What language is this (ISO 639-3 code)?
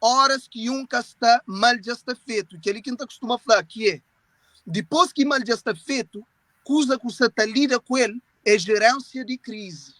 kea